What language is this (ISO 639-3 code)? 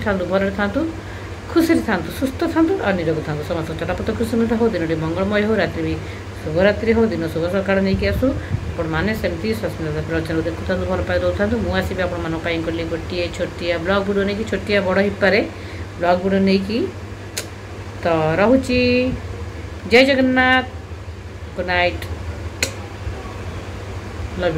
ori